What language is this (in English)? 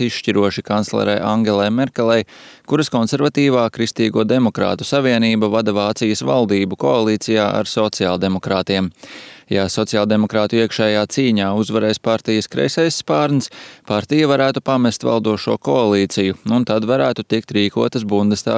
Latvian